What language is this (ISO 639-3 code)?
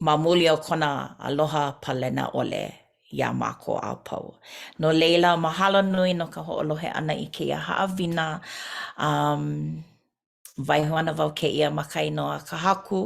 haw